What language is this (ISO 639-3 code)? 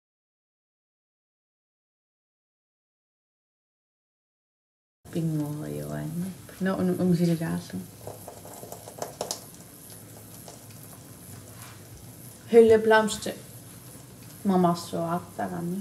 kal